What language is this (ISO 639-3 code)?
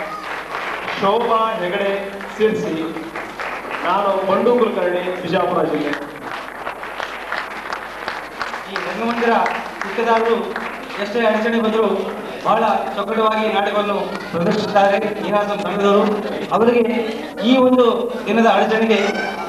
kan